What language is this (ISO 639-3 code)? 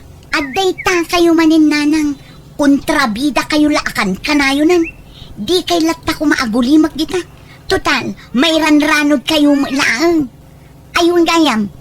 ilo